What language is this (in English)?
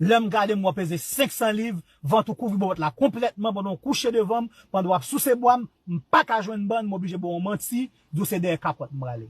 Haitian Creole